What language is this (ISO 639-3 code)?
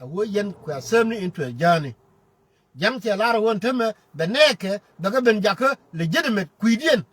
nus